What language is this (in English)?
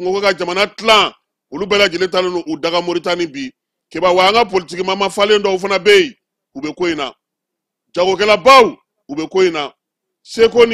Bambara